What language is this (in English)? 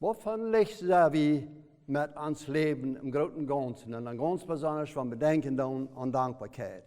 Plautdietsch